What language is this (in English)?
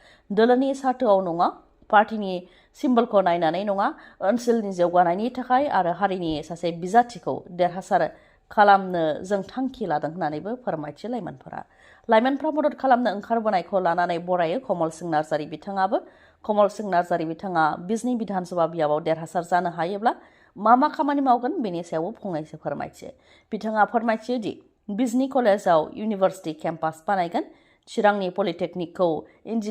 Bodo